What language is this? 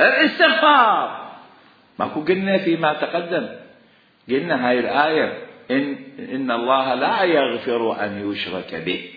Mesopotamian Arabic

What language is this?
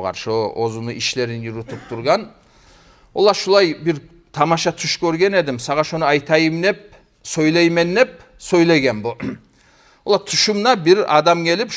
Kumyk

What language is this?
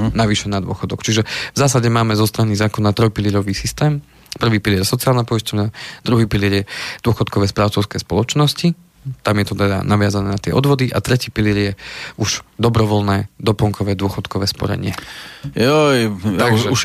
Slovak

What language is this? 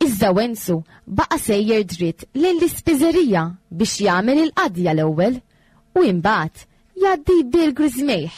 Maltese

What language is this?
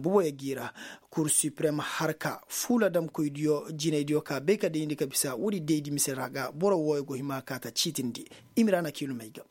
Koyraboro Senni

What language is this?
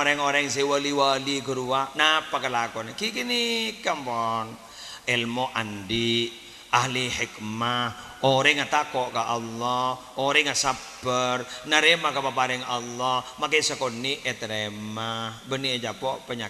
Madurese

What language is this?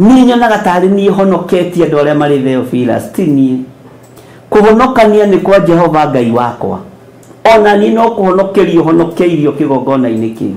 Kikuyu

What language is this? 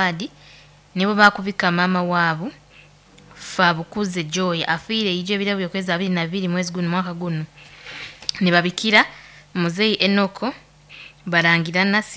Nyoro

